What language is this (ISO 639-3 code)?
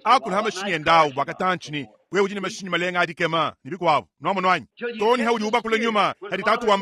lua